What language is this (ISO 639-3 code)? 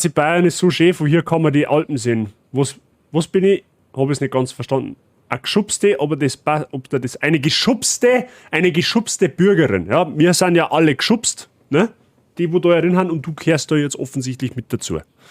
bar